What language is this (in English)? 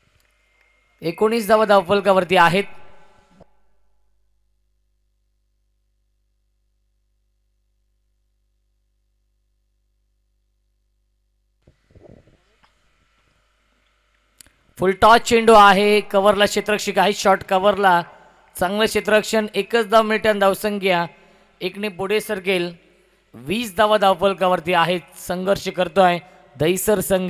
Marathi